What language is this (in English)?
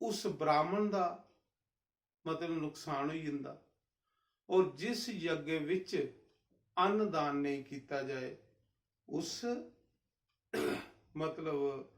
Dogri